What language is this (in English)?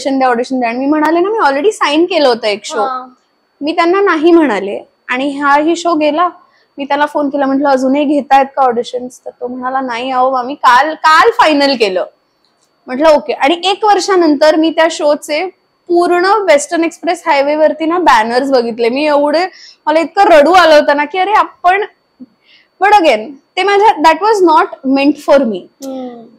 Marathi